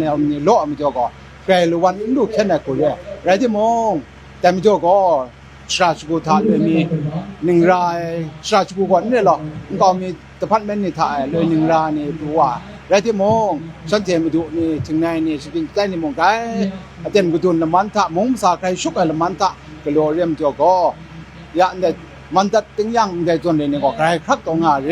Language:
Kachin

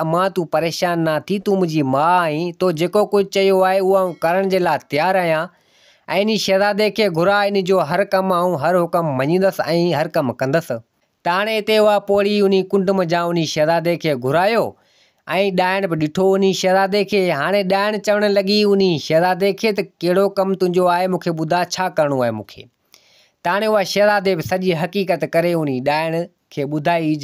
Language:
Sindhi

